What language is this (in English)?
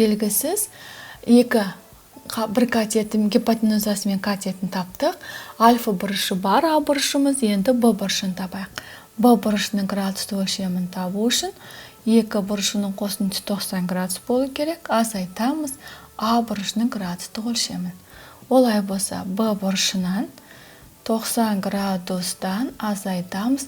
Kazakh